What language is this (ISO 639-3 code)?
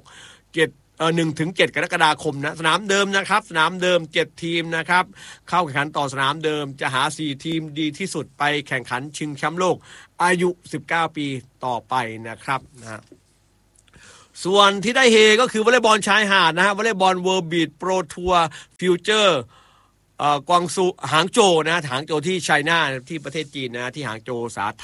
tha